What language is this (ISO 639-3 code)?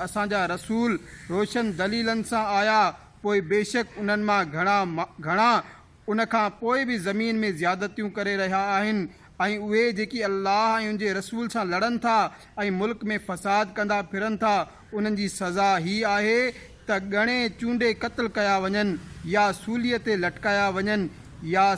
snd